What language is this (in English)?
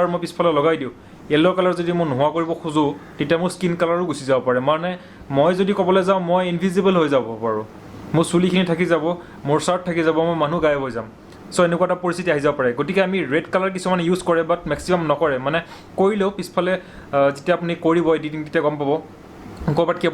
Assamese